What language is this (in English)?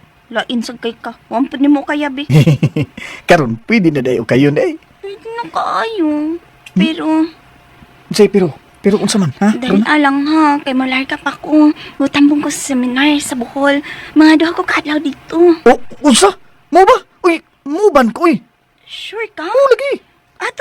Cebuano